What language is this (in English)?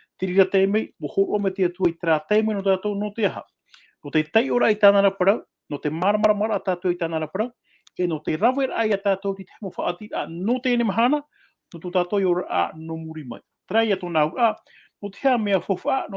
Tahitian